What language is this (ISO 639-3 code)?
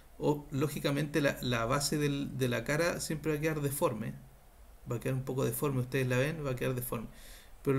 spa